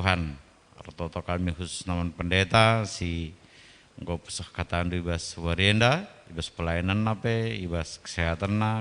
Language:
Batak Karo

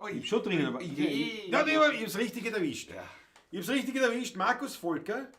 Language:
Bavarian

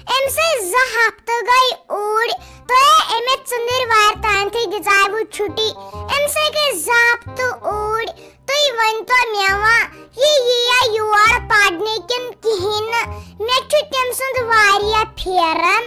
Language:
Kashmiri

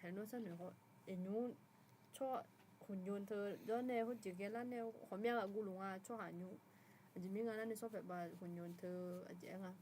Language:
Akha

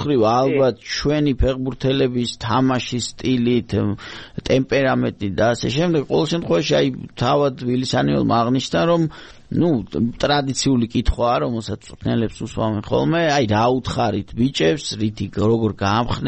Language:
Georgian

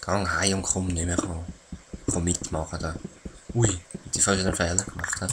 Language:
Swiss German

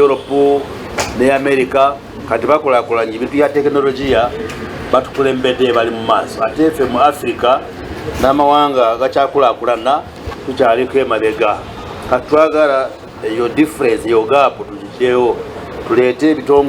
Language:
Ganda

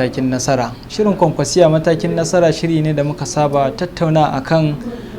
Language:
Hausa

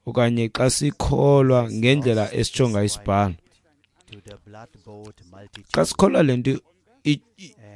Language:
Xhosa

